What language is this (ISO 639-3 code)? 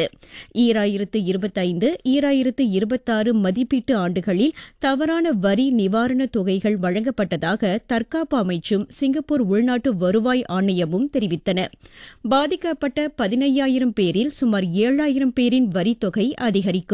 tam